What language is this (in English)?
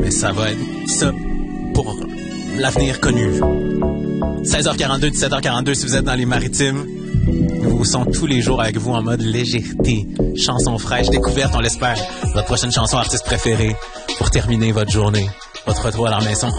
French